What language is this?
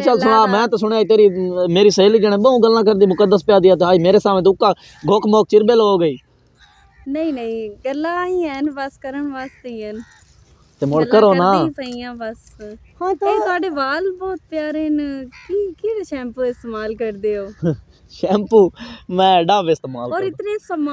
Punjabi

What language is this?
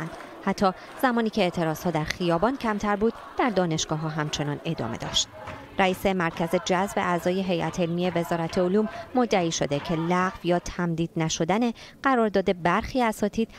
Persian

